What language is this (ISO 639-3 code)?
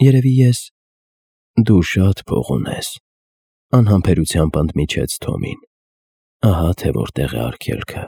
hye